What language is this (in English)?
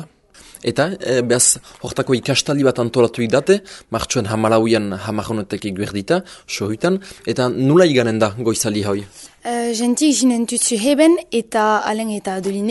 Basque